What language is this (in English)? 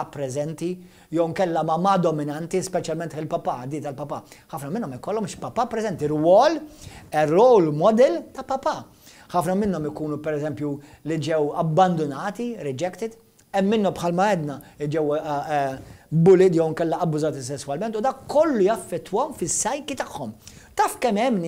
Maltese